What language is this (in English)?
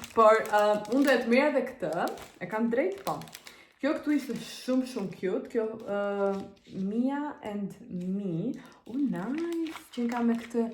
Albanian